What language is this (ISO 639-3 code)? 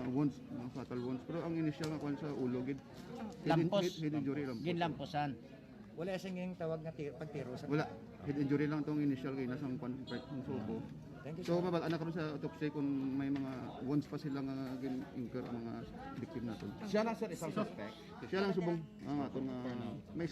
hil